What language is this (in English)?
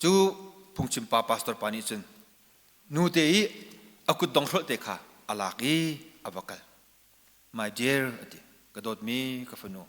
Hakha Chin